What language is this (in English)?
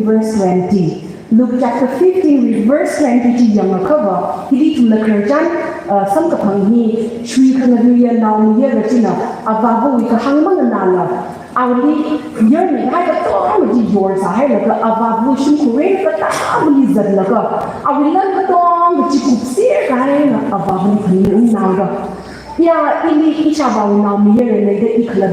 Tangkhul Naga (India)